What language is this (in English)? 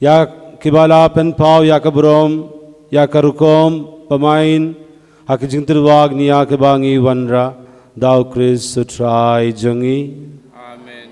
Khasi